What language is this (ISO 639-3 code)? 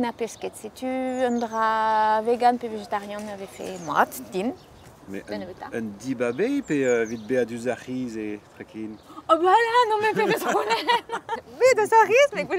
bre